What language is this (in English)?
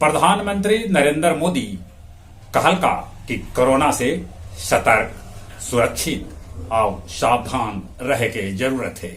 Magahi